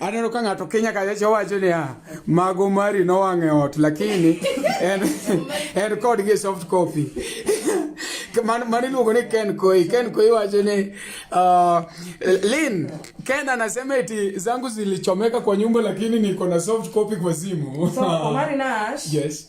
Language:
Luo (Kenya and Tanzania)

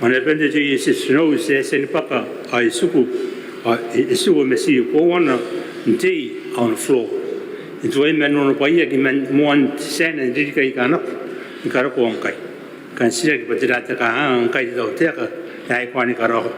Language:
Gilbertese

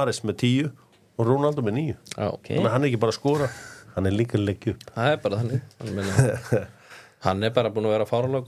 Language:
Icelandic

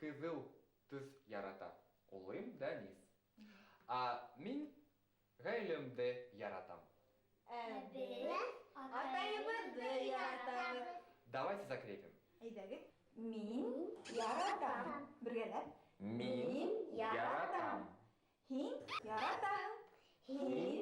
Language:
Bashkir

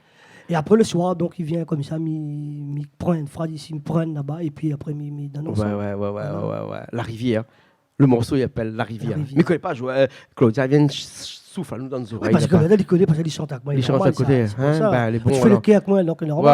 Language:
Réunion Creole French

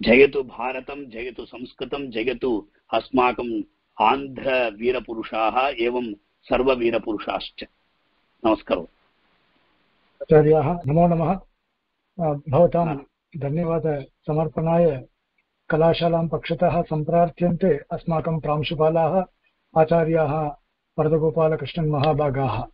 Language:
Sanskrit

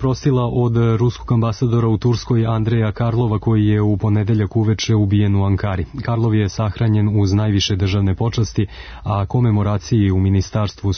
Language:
Serbian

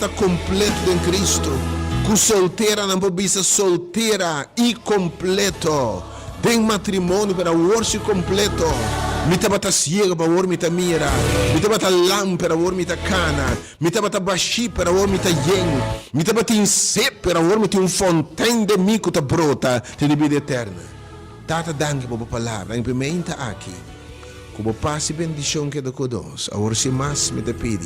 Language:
Papiamento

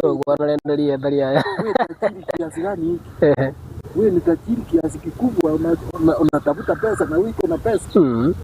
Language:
Gusii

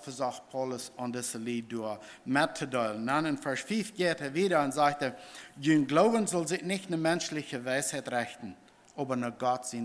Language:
Plautdietsch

